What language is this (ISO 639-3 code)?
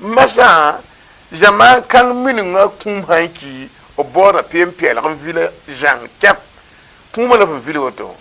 mos